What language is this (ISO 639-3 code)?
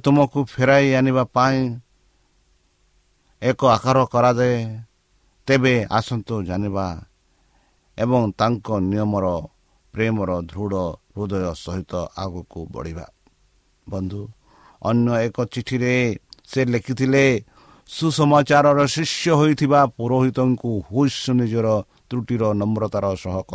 ori